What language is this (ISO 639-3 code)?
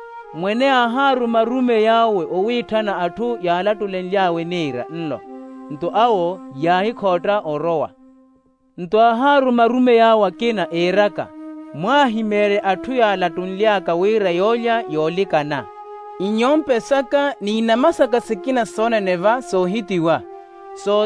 vmw